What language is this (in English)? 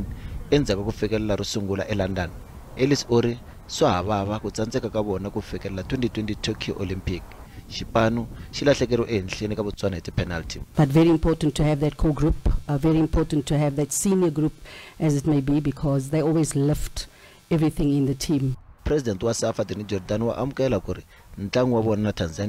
Tsonga